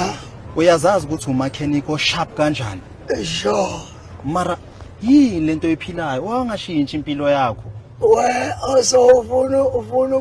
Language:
Zulu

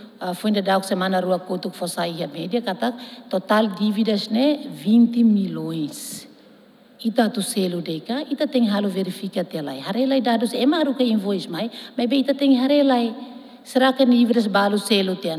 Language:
Tetum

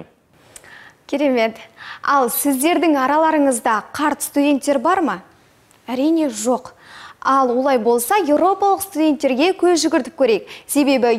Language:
Kazakh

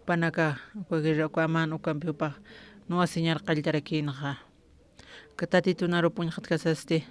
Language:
Aymara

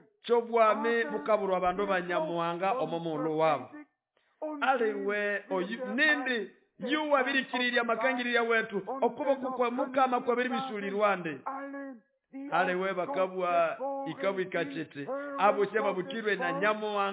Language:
Nande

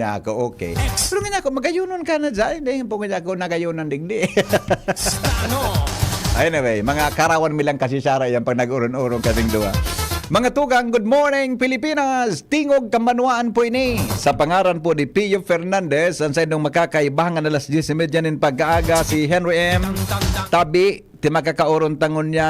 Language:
Bikol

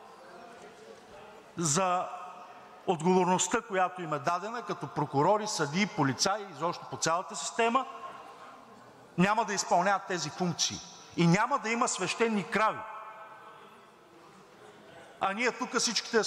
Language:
Bulgarian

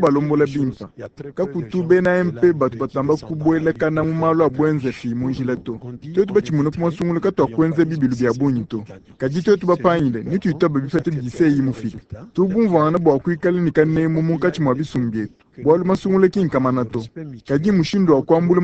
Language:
Luba-Lulua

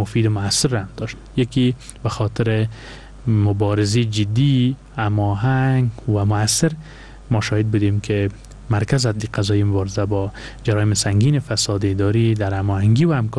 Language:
Persian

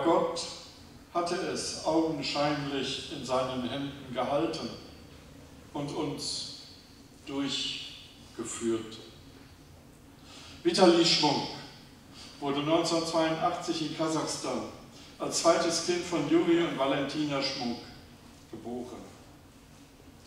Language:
German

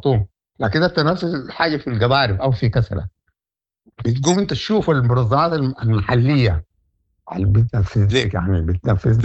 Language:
Sudanese Arabic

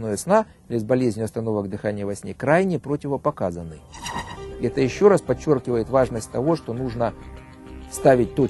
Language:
Russian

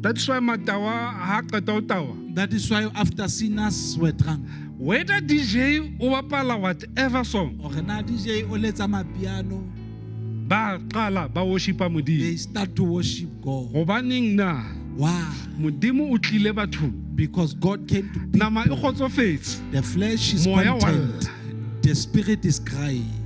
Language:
Southern Sotho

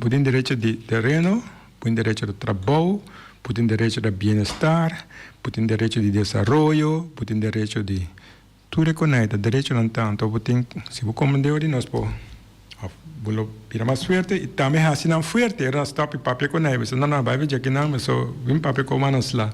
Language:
Papiamento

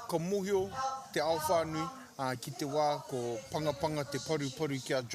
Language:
Māori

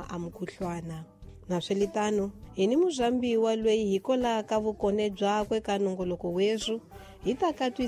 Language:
Tsonga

